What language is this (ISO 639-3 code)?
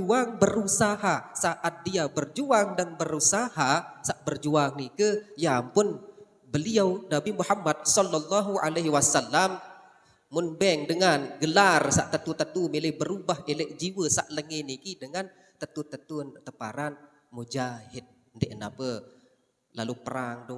sas